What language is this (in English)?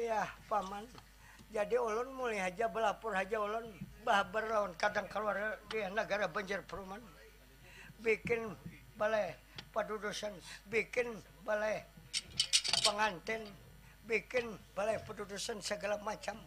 Banjar